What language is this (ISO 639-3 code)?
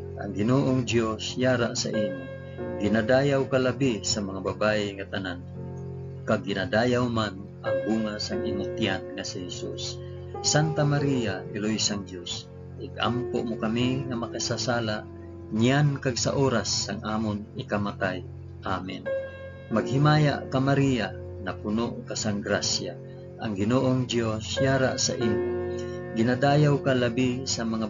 hil